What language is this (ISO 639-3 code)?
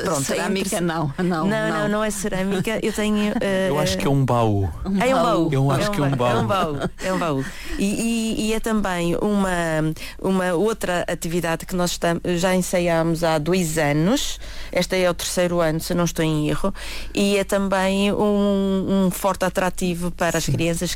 por